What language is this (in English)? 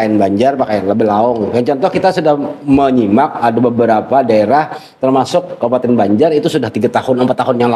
Banjar